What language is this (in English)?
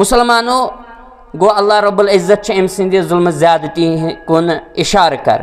Kashmiri